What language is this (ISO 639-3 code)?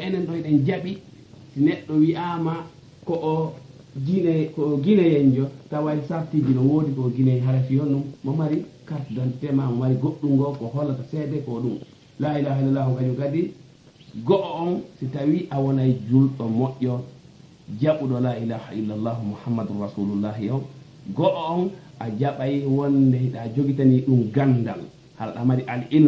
ful